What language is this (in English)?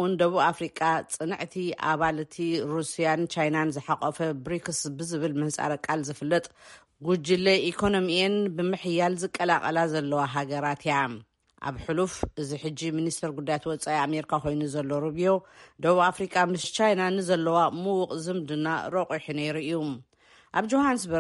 Tigrinya